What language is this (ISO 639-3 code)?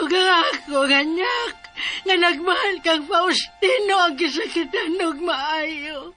ceb